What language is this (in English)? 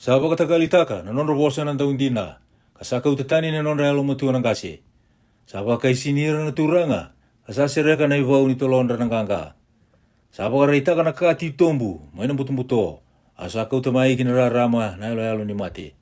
Fijian